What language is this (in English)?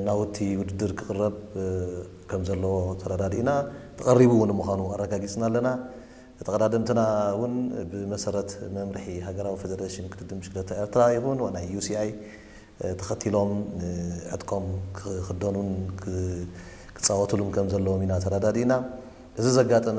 Tigrinya